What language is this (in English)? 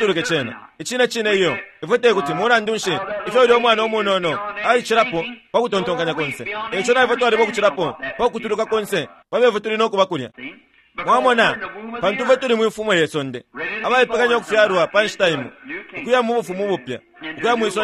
Bemba